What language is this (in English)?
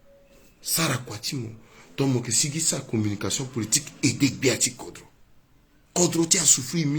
Sango